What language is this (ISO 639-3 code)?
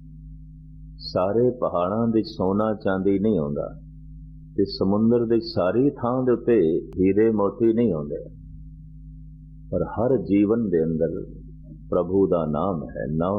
pan